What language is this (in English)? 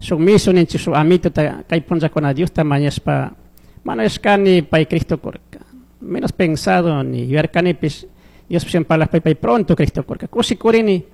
Chimborazo Highland Quichua